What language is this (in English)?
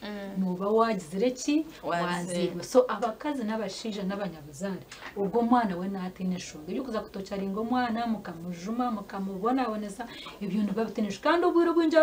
Nyankole